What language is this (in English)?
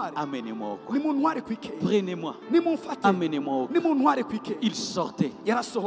French